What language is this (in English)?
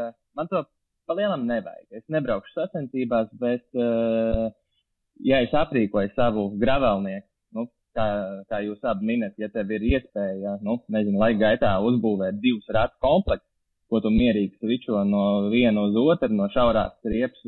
Latvian